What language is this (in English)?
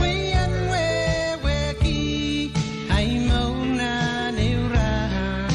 Pohnpeian